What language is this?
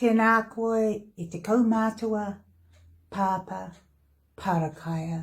Māori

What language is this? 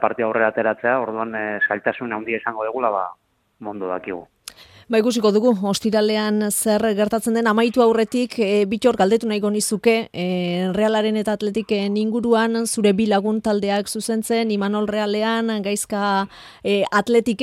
Basque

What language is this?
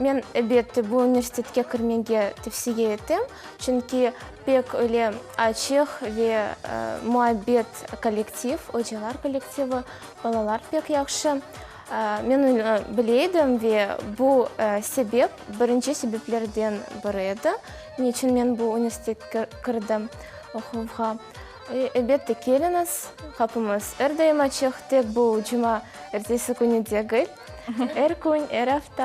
Crimean Tatar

